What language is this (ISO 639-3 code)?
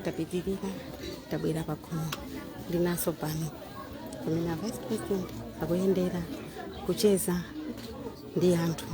nya